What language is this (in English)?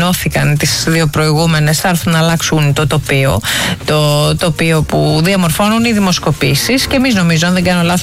Greek